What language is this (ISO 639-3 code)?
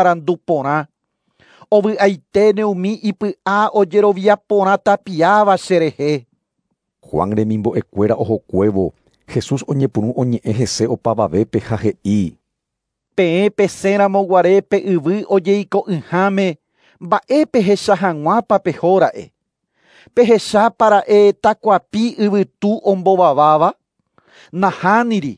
grn